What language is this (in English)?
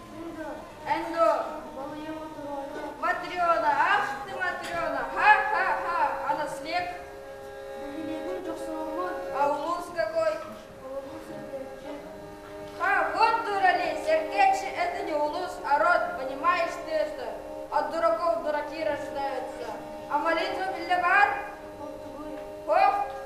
Yakut